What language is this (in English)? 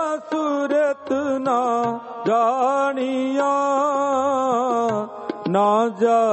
Punjabi